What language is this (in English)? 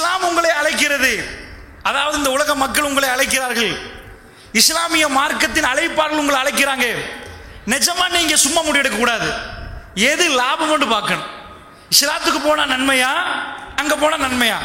Tamil